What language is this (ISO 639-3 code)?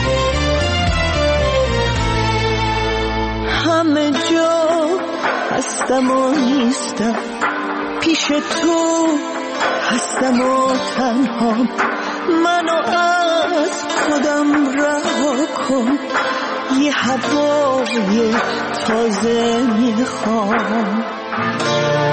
fas